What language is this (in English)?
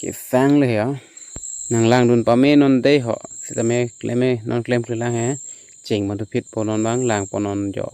Karbi